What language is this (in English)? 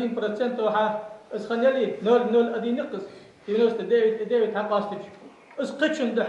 Ingush